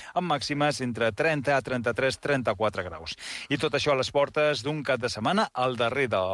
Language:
Catalan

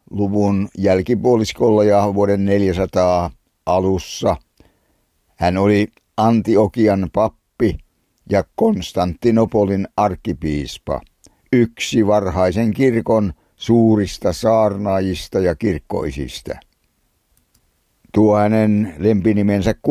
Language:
Finnish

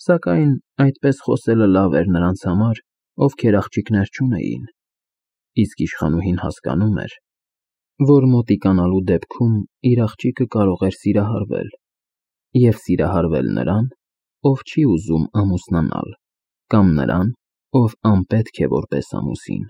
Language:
Armenian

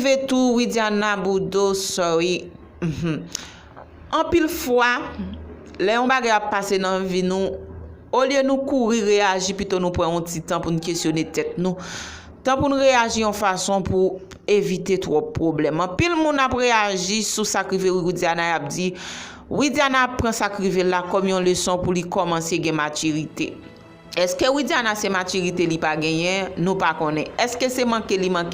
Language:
Haitian Creole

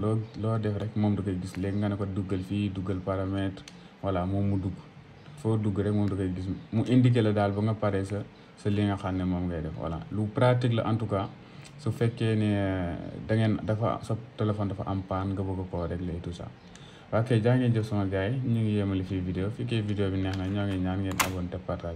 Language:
Wolof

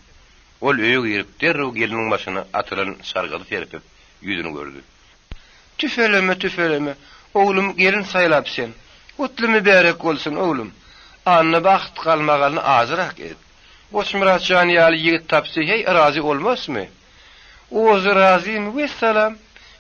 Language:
Turkmen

